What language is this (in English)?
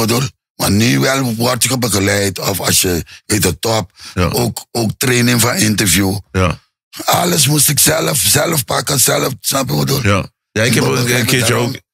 Dutch